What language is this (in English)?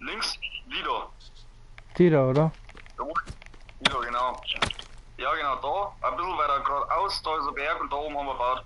Bavarian